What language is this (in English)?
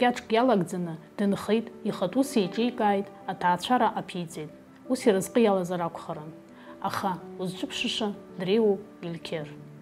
Abkhazian